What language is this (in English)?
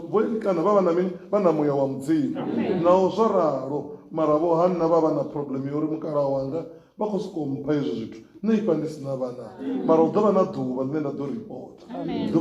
Venda